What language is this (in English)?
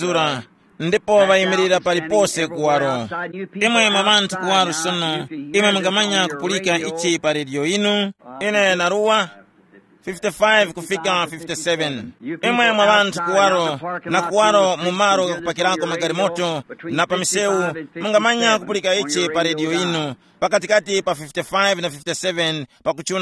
Tumbuka